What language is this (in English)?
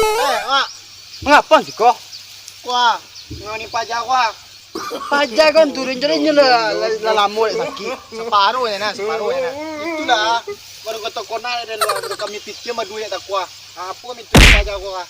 Minangkabau